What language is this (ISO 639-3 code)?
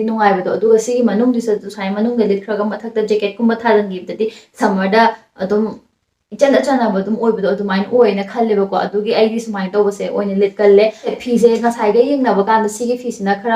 mni